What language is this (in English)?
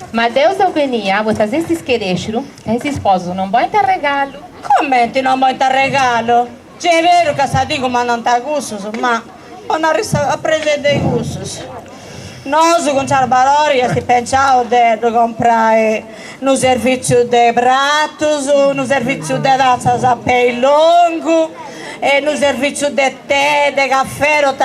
Sardinian